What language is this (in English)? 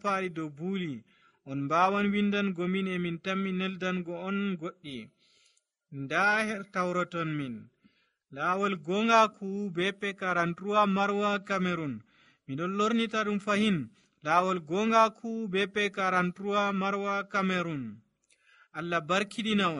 Nigerian Fulfulde